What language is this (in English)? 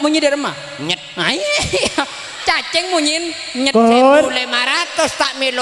Madurese